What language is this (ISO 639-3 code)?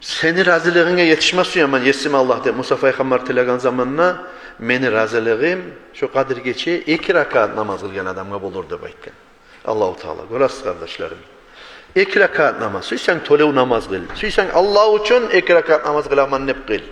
kum